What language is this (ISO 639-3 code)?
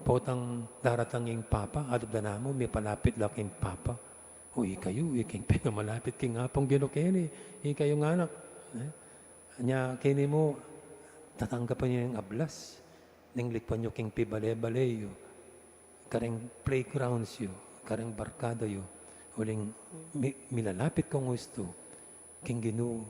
pam